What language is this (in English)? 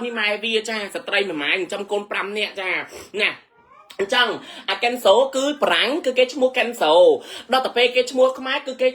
Khmer